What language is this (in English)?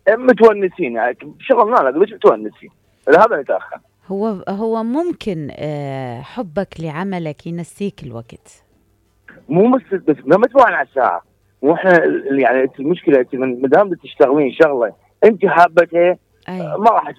Mesopotamian Arabic